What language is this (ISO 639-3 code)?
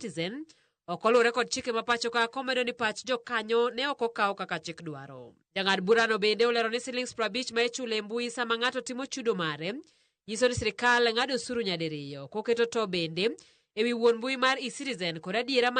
luo